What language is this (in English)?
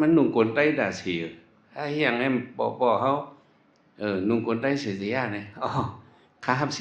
Shan